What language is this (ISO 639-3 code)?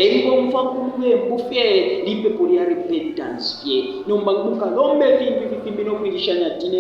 bem